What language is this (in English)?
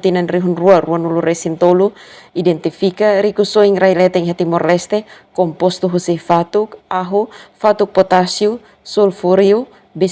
Tetum